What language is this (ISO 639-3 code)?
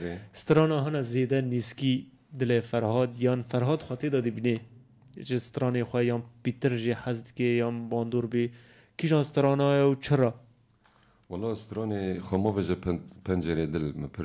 kur